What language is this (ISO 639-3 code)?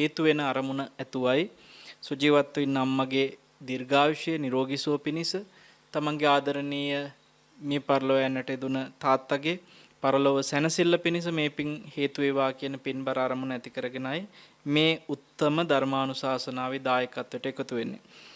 sin